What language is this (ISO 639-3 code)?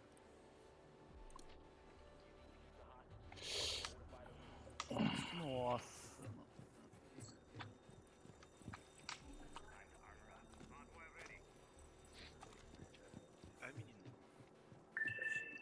por